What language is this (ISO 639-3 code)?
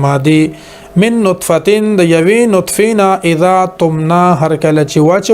pus